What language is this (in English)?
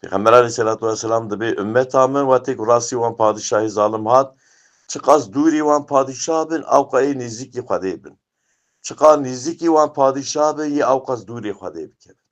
Kurdish